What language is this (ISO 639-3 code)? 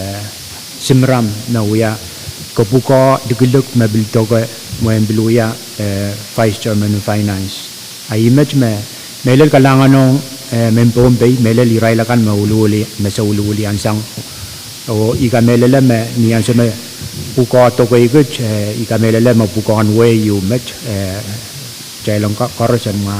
pon